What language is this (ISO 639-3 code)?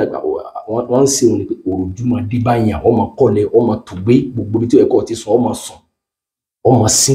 yor